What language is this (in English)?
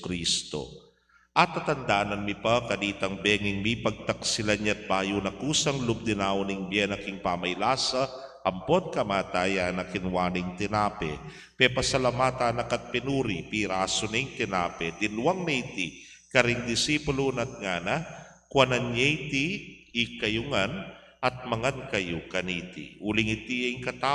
Pampanga